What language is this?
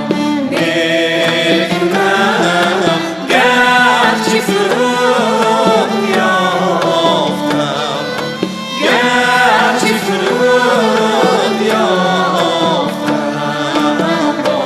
Tajik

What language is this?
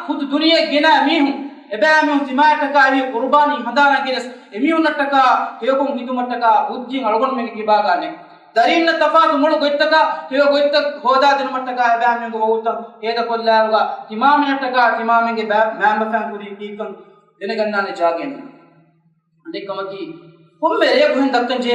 Divehi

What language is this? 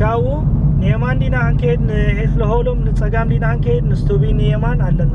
Tigrinya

